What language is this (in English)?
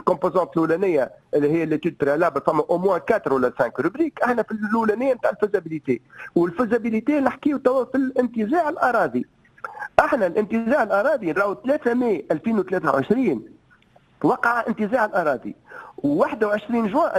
Tunisian Arabic